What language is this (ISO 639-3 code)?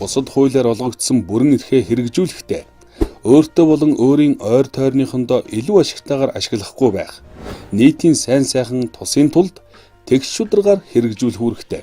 mon